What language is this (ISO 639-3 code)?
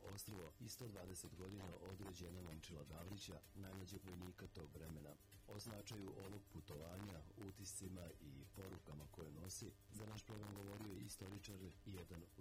srp